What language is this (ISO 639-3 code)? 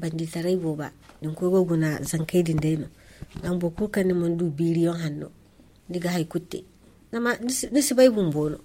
dje